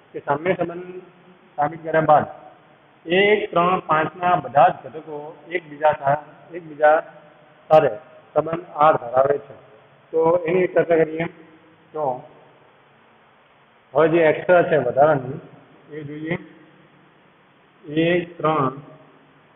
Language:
Gujarati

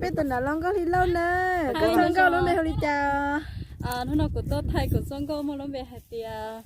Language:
Hmong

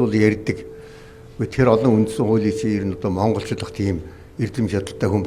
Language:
Mongolian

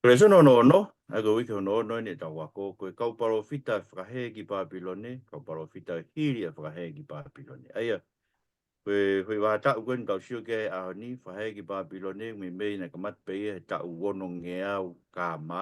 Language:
Tongan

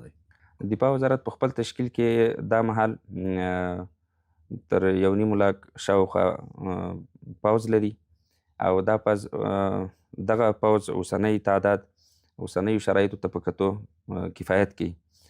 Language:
Pashto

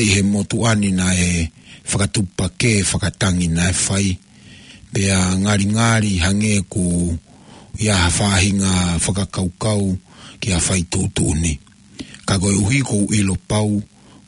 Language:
Tongan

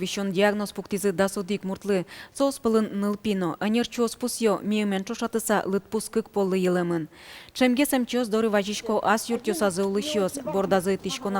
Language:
Udmurt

